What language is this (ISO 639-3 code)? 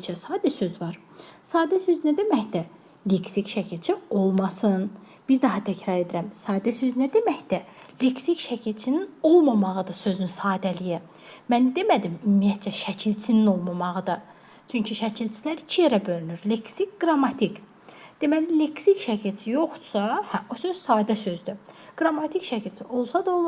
aze